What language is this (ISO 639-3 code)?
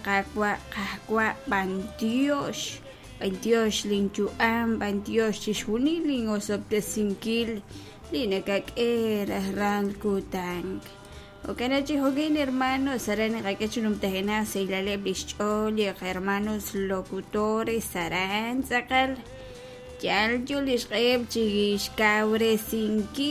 kek